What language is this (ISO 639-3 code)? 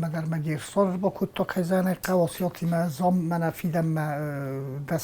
oss